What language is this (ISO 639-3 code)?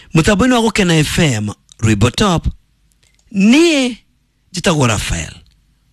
kik